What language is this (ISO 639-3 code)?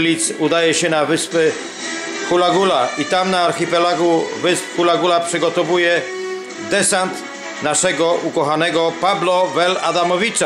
pol